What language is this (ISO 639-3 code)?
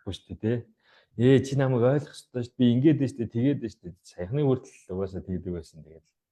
mon